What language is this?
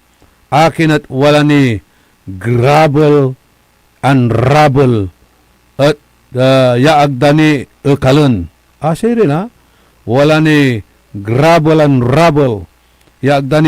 Pangasinan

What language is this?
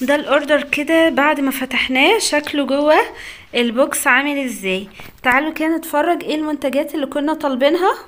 Egyptian Arabic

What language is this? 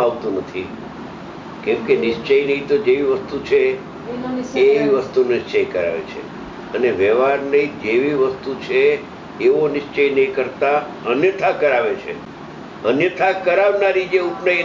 Gujarati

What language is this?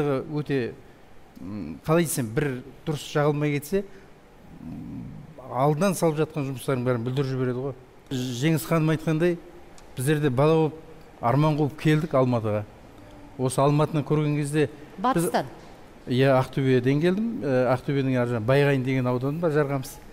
Kazakh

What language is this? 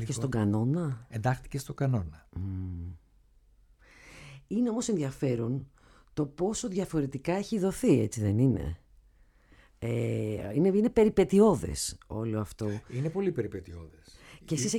Greek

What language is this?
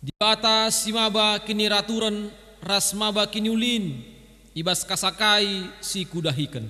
Batak Karo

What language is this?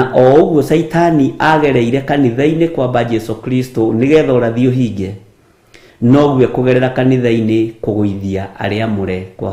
Kikuyu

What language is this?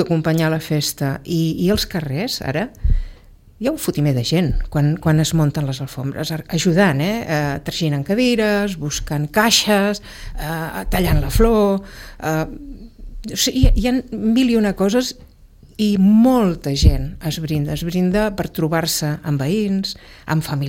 Catalan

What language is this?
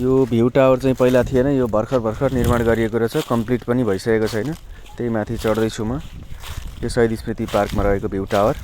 Nepali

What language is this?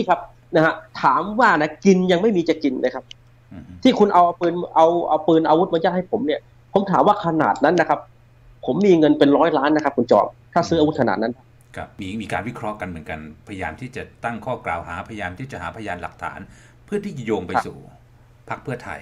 Thai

